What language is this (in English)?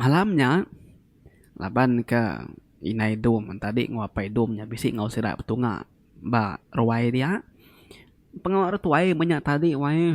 Iban